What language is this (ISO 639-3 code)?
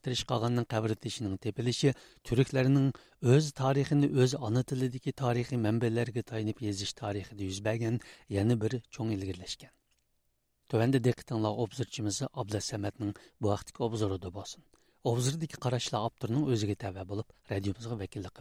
uig